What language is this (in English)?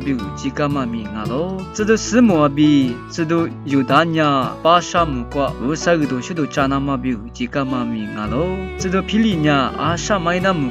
Lisu